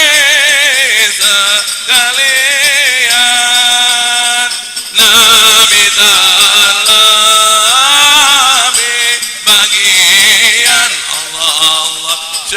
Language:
Betawi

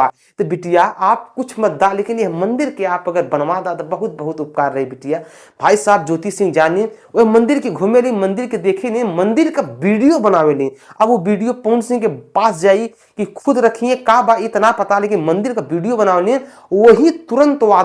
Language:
Bhojpuri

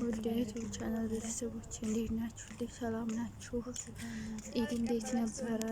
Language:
Amharic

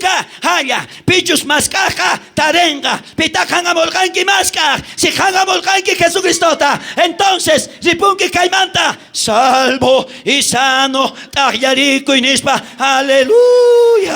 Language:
South Bolivian Quechua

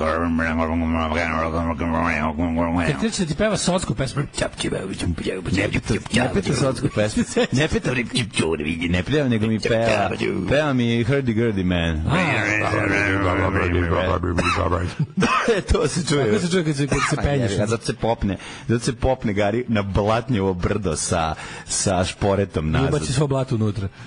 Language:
Serbian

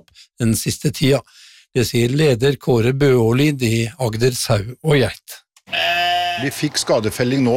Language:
Norwegian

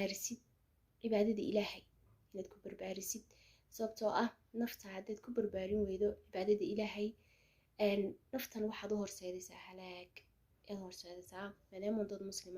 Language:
Somali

